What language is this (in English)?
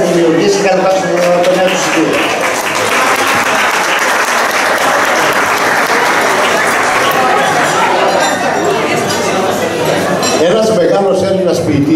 Greek